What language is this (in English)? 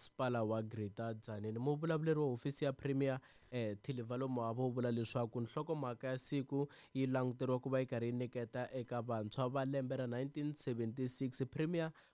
Tsonga